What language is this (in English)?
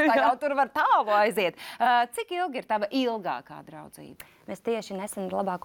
Latvian